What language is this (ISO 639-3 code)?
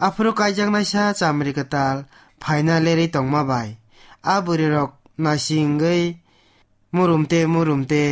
trp